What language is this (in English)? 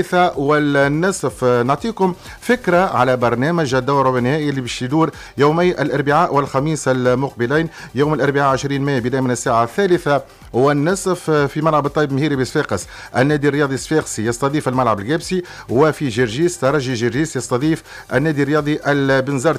Tunisian Arabic